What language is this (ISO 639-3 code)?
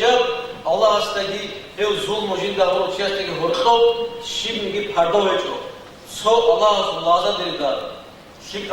ava